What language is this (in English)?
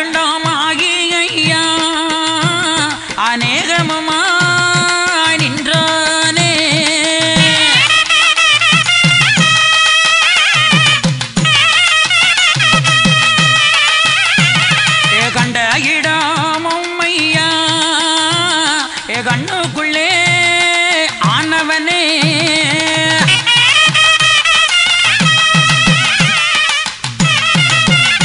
Tamil